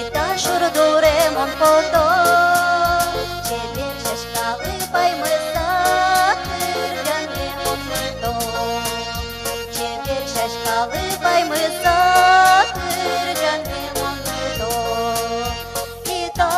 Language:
Udmurt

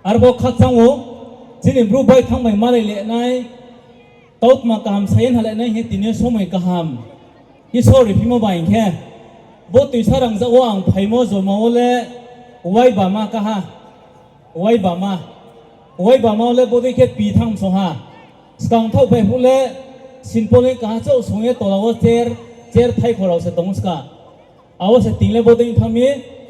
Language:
Riang (India)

